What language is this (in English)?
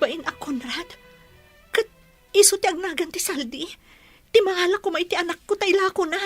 Iloko